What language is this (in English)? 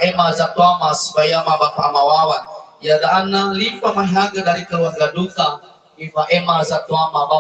Nias